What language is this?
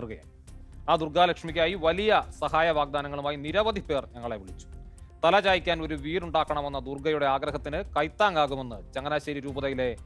Malayalam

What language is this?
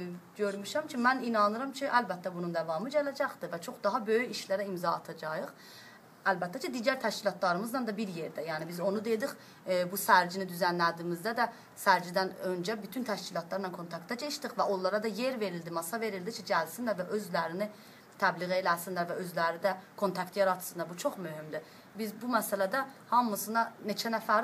South Azerbaijani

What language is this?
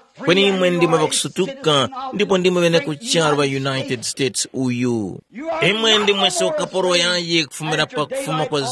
Tumbuka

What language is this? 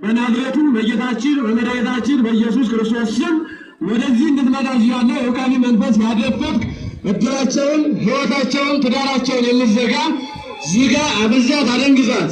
Amharic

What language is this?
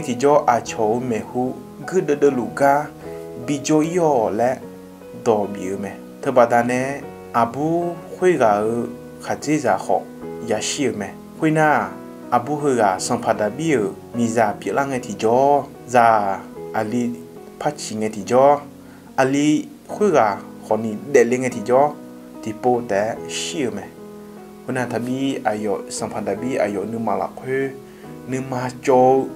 Akha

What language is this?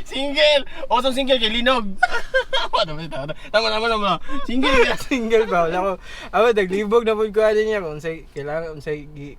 Cebuano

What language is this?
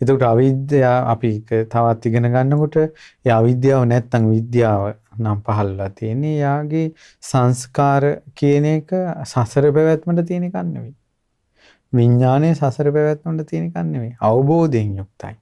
Sinhala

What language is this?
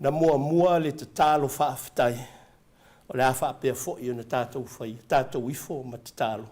Samoan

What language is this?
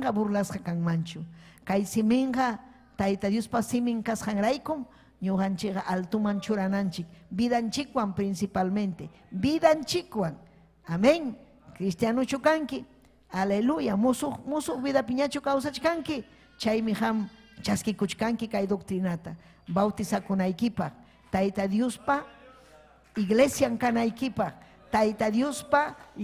Ayacucho Quechua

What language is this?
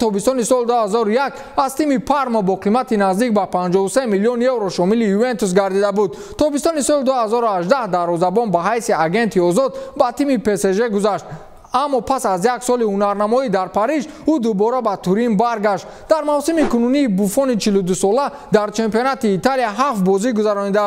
Tajik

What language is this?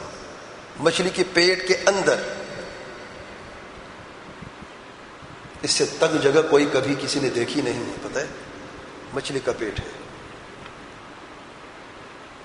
Urdu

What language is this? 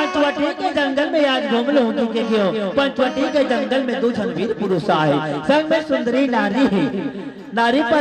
Chhattisgarhi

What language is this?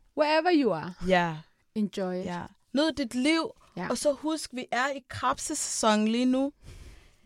Danish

